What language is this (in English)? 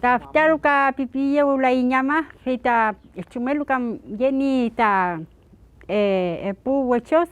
Mapuche